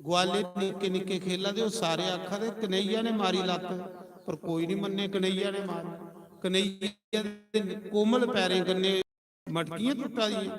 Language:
Dogri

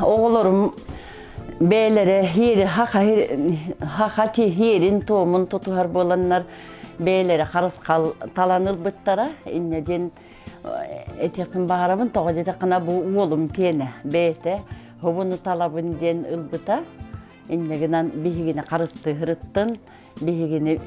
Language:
Yakut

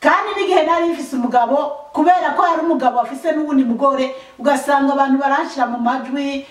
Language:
Rundi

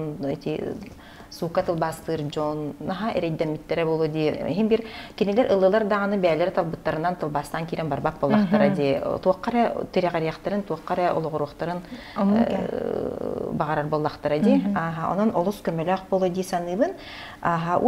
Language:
Yakut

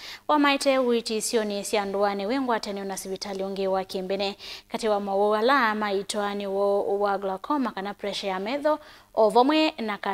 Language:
Kamba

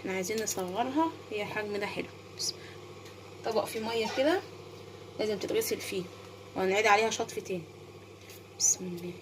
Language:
Egyptian Arabic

